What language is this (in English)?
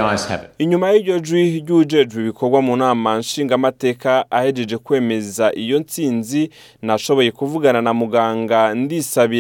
Rundi